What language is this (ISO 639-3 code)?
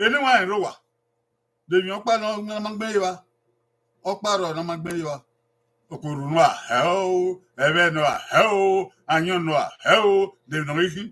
bin